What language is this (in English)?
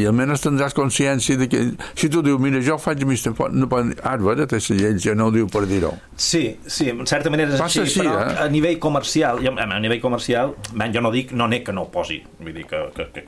Catalan